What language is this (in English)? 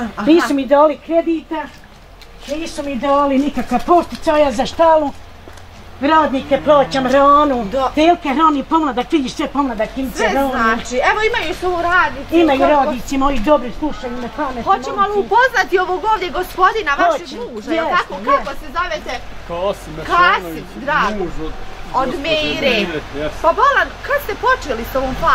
Bosnian